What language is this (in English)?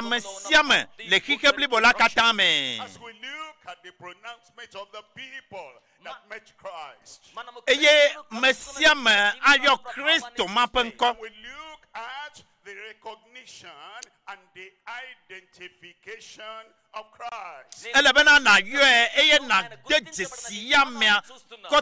Ewe